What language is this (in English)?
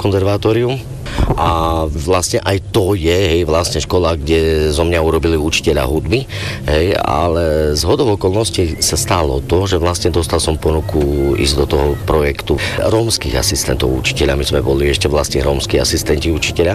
Slovak